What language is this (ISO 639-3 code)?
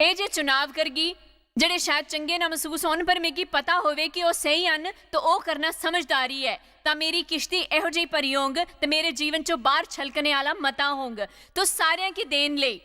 doi